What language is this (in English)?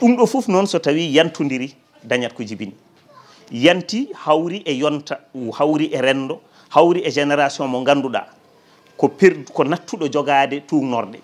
Fula